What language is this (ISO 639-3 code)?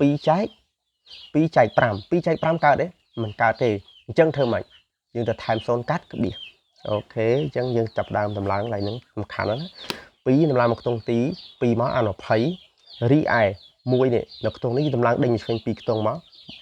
khm